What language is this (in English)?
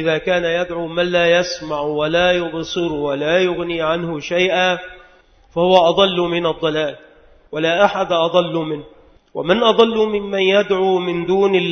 Arabic